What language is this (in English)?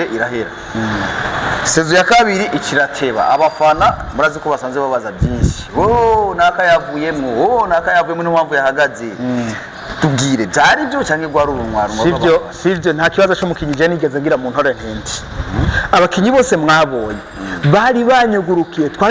Rundi